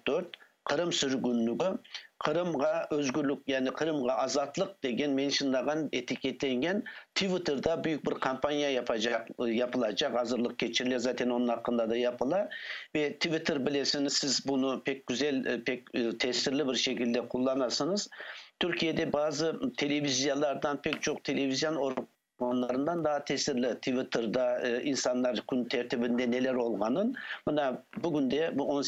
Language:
Crimean Tatar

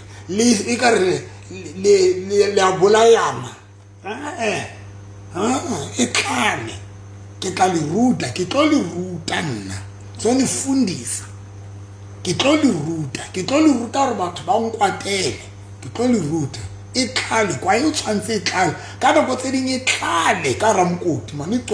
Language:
Southern Sotho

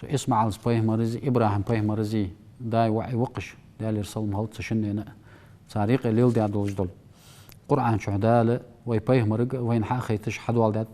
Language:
Ingush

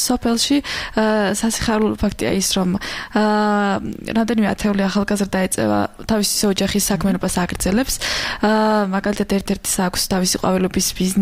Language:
Georgian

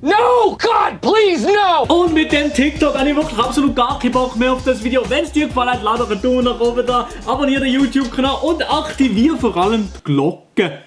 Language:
Swiss German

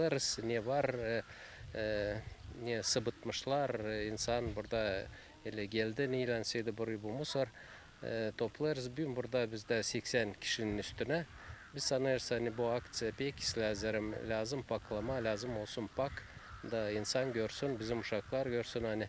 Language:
Gagauz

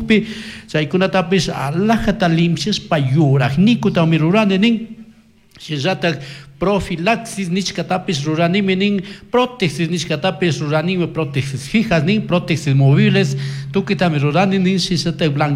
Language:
Chimborazo Highland Quichua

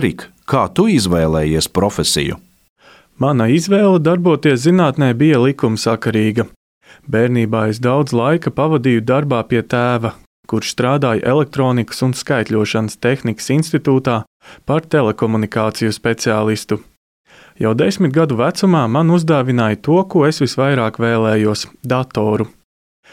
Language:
Latvian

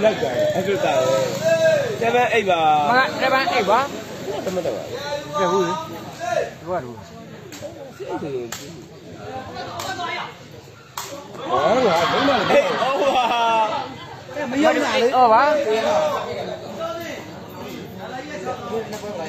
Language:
Burmese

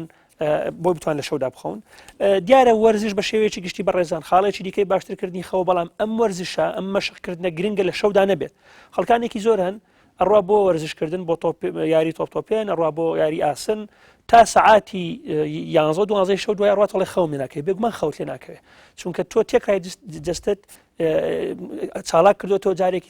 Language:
Central Kurdish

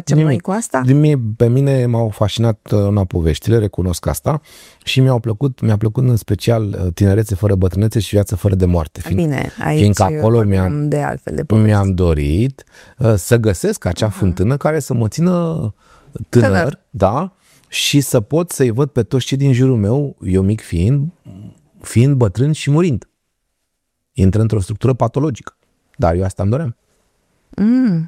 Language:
Romanian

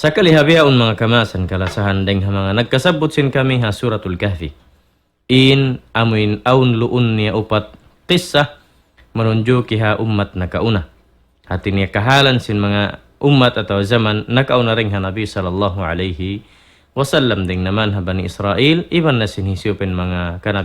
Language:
Tausug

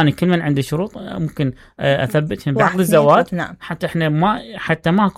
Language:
Mesopotamian Arabic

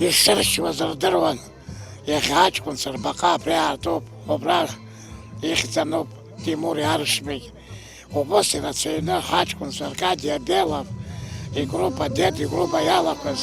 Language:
Abkhazian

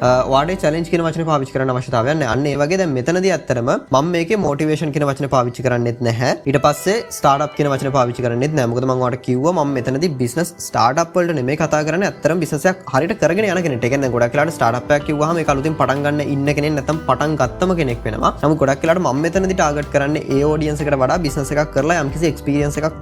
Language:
Sinhala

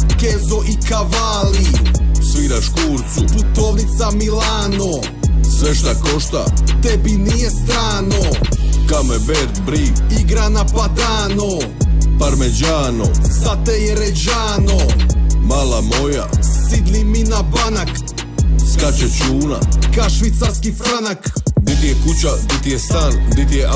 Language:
Croatian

